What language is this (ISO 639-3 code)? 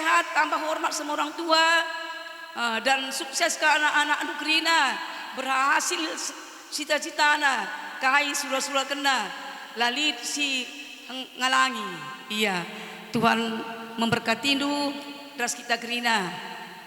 btx